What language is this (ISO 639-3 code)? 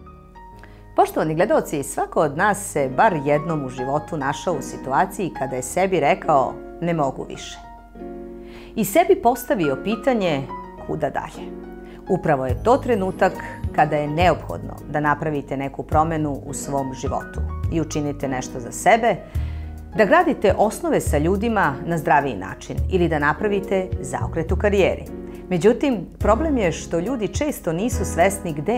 srp